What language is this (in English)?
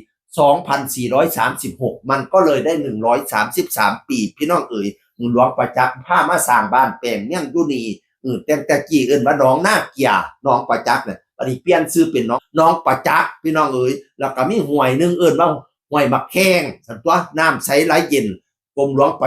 Northeastern Thai